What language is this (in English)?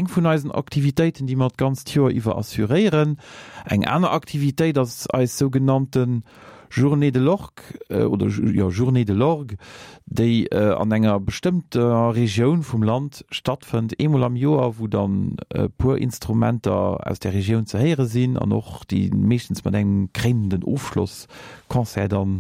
Luxembourgish